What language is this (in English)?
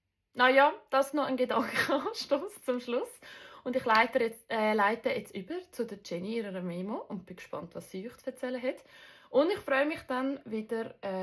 Swiss German